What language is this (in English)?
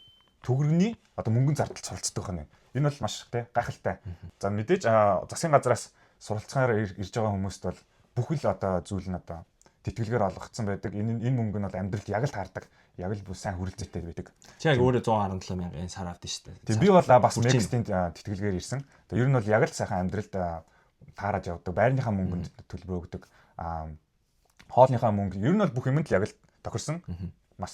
Mongolian